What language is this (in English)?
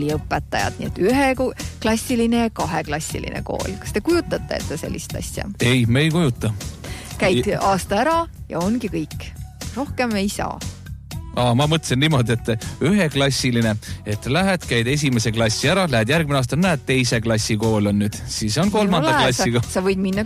Estonian